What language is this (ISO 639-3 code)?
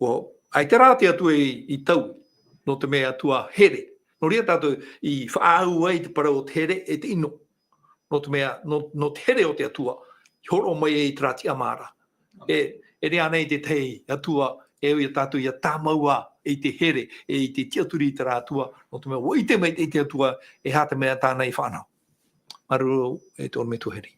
tah